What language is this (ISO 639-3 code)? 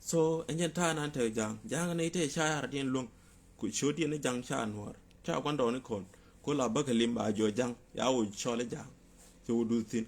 nus